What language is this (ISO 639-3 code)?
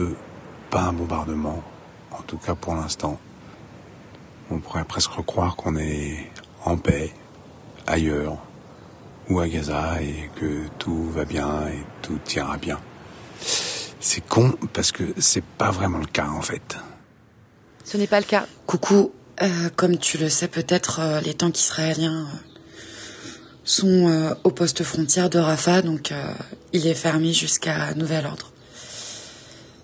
fra